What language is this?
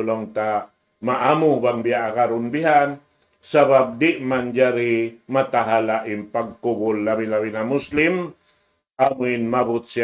Tausug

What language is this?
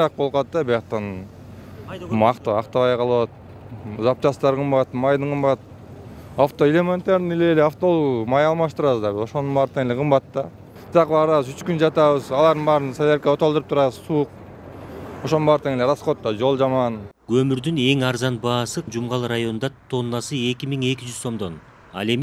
Kyrgyz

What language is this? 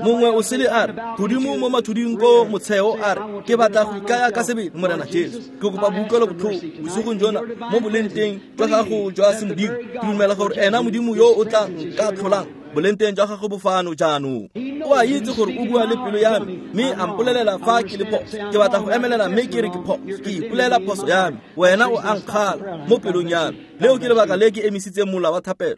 Tswana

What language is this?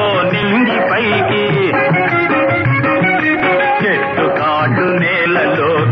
Telugu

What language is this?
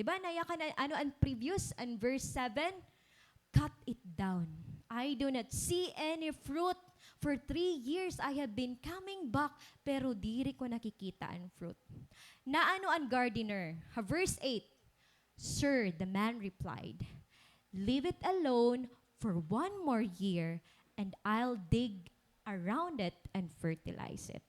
Waray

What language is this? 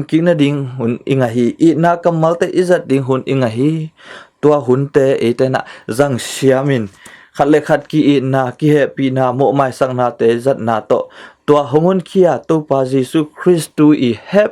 Tedim Chin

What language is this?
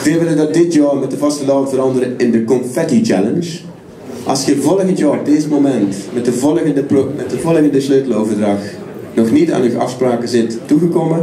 Limburgish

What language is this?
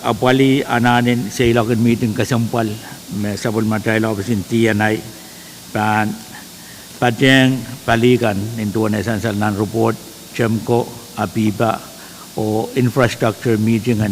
Pohnpeian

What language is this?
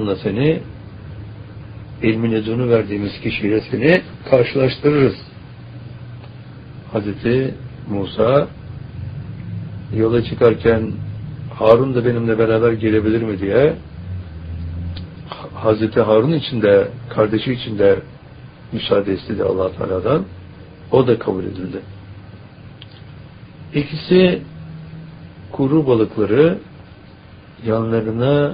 Turkish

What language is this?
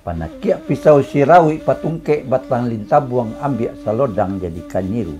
Minangkabau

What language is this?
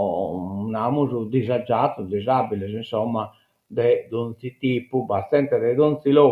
Sardinian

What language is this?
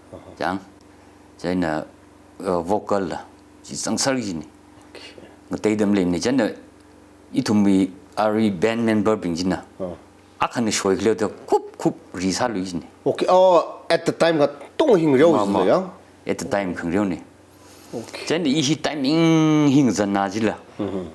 Tangkhul Naga (India)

